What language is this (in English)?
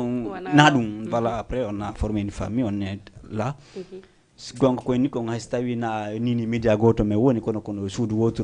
Fula